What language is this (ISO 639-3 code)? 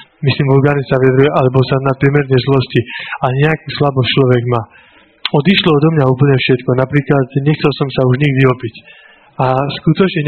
slk